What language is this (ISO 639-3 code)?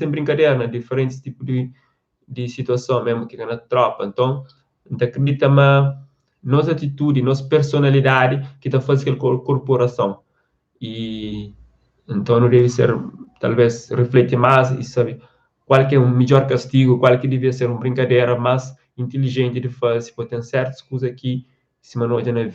kea